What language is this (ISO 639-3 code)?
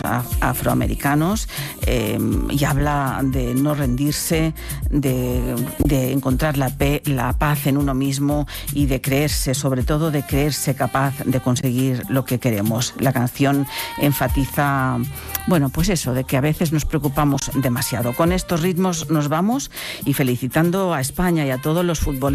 spa